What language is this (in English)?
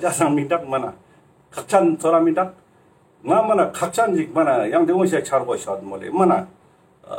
Ladakhi